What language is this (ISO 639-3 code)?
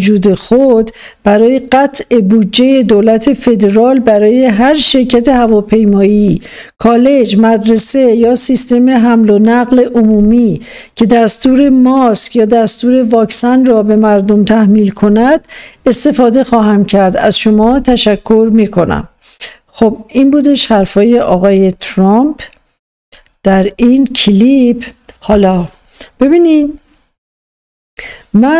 fas